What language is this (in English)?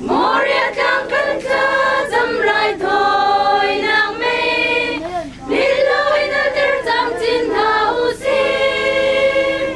Hakha Chin